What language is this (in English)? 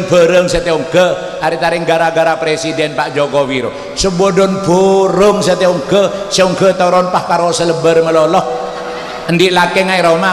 Madurese